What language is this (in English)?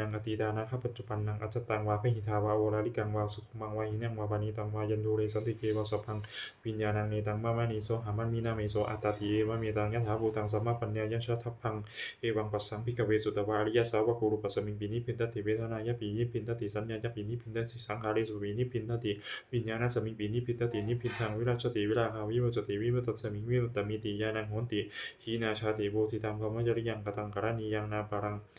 Pali